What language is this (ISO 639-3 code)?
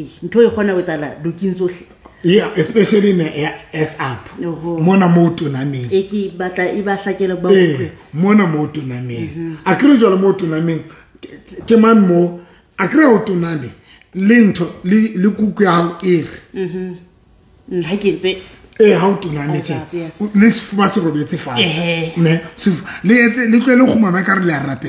sot